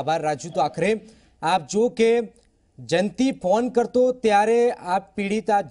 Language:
Gujarati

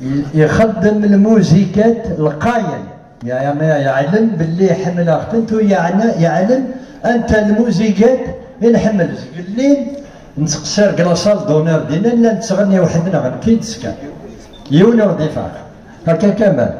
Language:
Kabyle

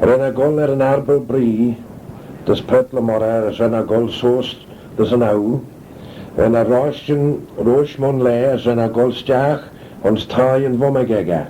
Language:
Manx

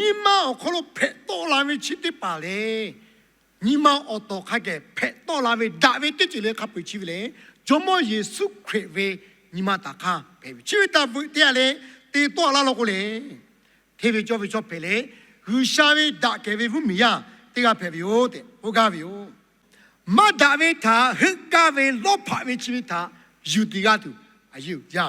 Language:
Lahu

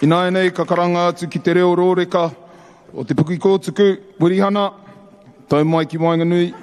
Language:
Māori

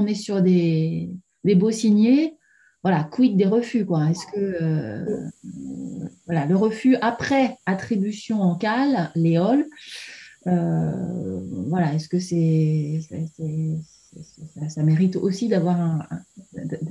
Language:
French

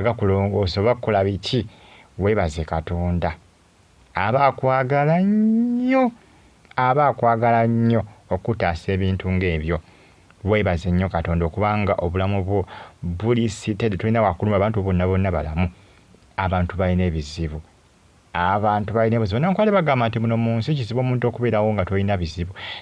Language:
Ganda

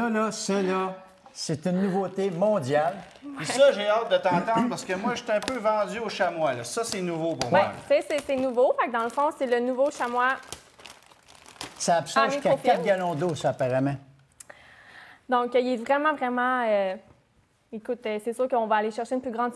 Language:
French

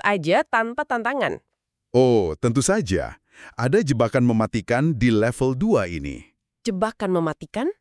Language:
Indonesian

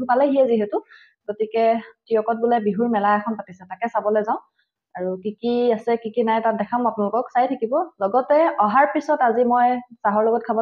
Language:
Assamese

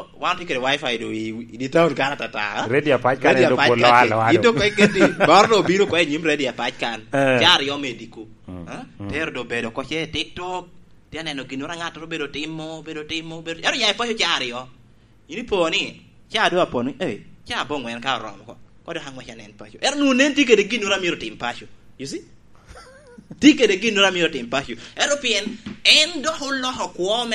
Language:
Lango (Uganda)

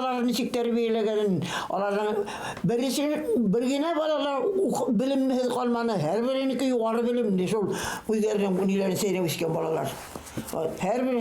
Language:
Bashkir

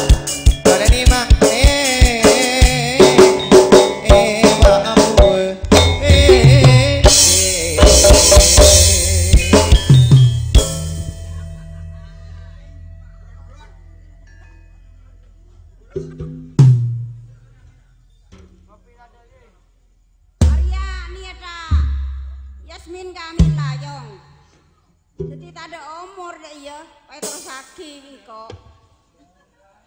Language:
Indonesian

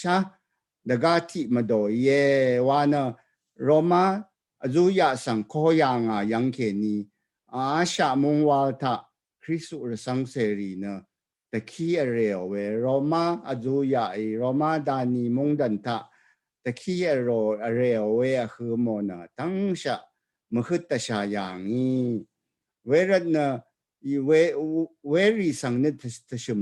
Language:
Rawang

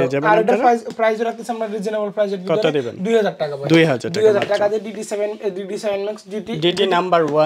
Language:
Bangla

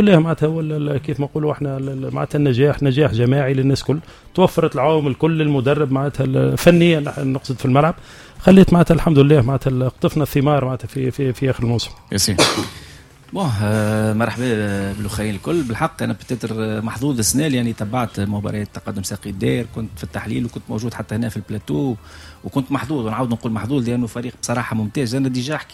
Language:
Tunisian Arabic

